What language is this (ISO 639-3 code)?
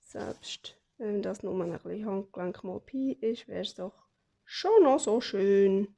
gsw